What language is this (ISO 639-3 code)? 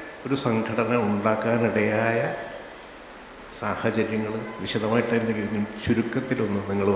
mal